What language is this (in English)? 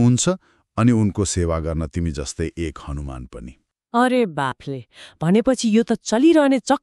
Nepali